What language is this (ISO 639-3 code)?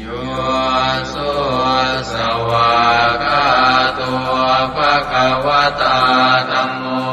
pli